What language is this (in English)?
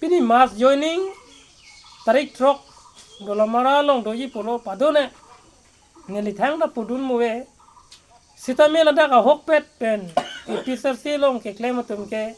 Karbi